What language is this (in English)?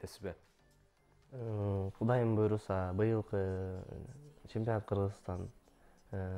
Kyrgyz